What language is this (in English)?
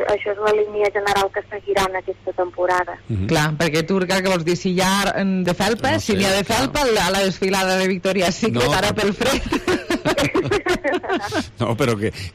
Catalan